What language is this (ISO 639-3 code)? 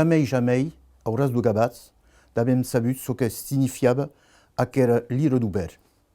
oci